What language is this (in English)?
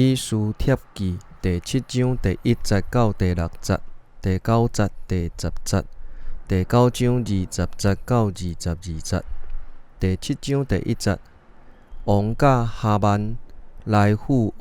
Min Nan Chinese